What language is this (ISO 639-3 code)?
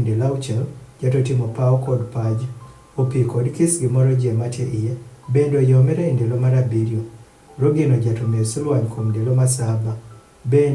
adh